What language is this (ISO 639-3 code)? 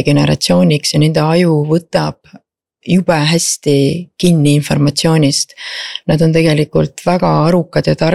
est